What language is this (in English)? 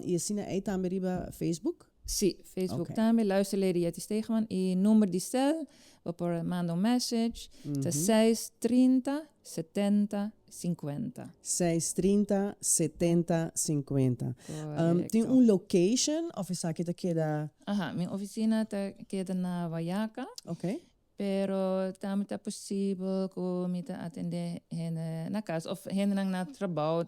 Papiamento